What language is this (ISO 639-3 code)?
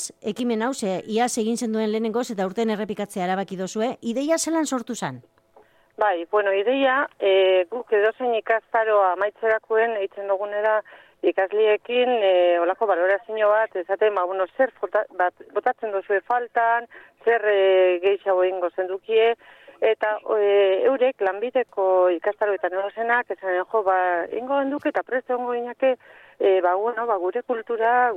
eus